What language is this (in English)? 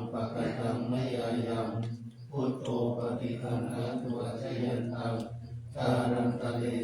Pali